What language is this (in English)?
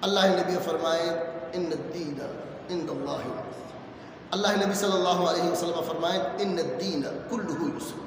Eastern Balochi